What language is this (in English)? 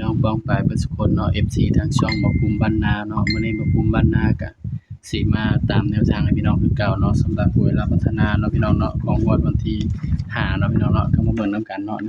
Northeastern Thai